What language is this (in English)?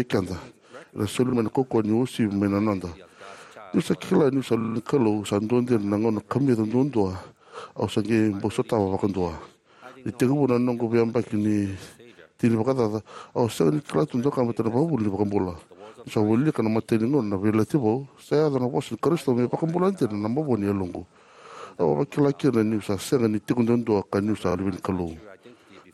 Fijian